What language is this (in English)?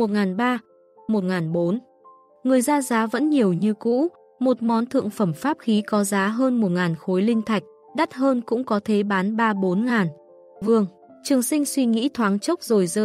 Vietnamese